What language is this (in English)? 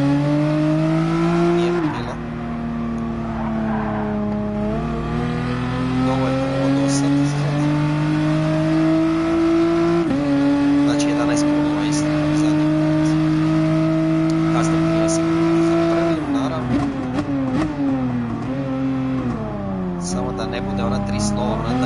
Croatian